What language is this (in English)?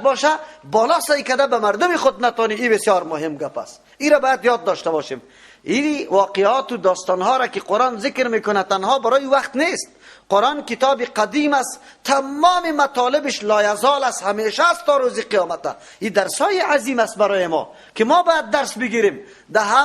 Persian